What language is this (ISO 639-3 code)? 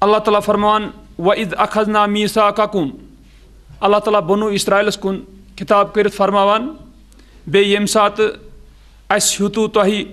kas